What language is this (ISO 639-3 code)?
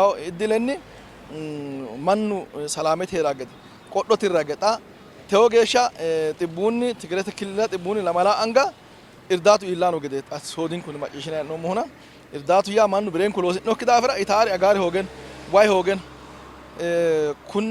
sid